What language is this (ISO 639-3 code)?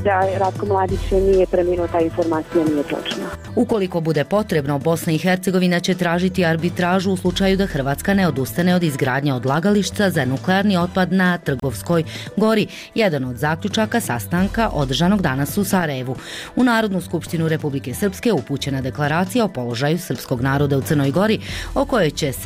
hrv